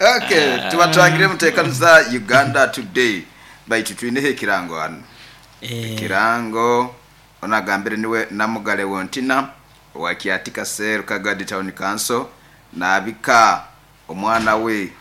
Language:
Nyoro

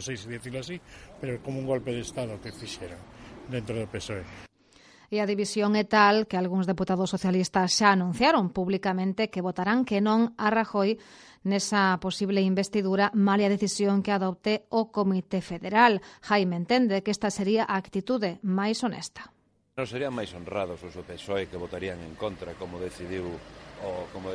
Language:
Galician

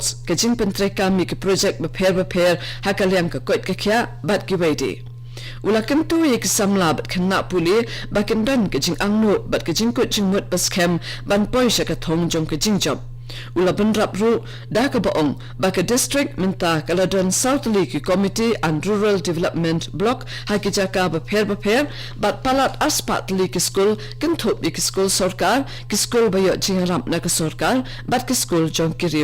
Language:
Khasi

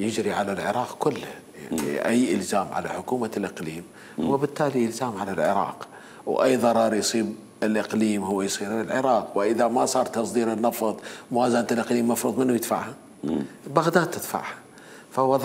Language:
Mesopotamian Arabic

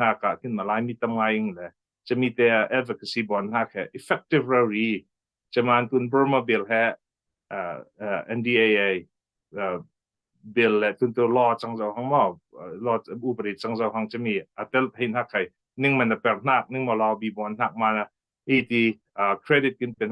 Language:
Falam Chin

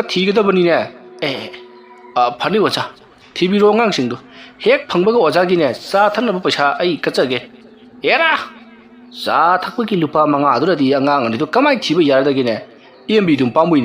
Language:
Manipuri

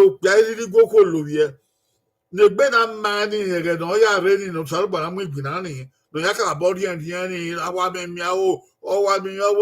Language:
Bini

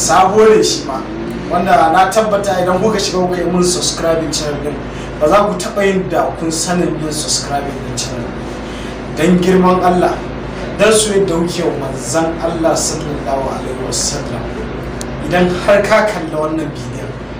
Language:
Hausa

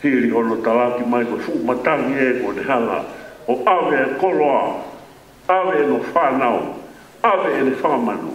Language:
Tongan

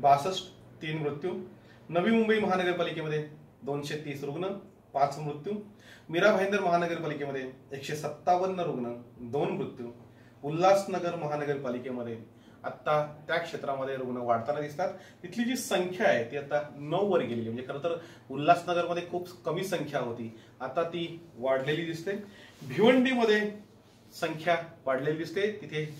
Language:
Marathi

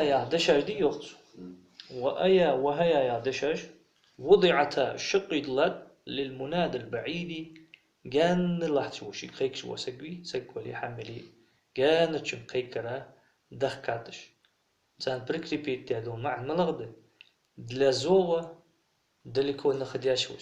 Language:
Ingush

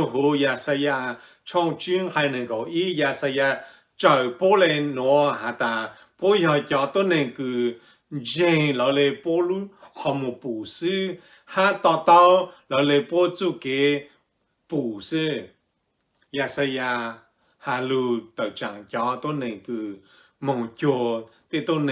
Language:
Hmong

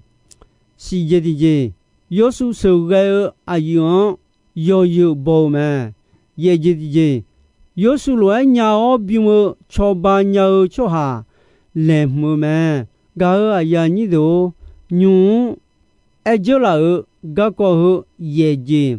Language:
Akha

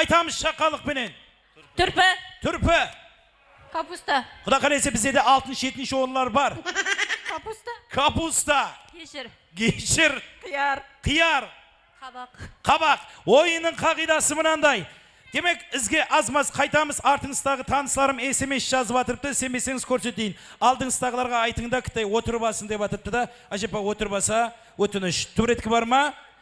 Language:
Kara-Kalpak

